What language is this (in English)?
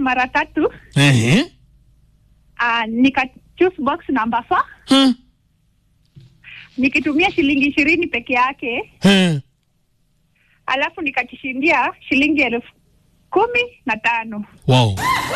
Swahili